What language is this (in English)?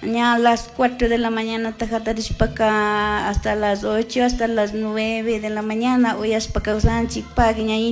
Chimborazo Highland Quichua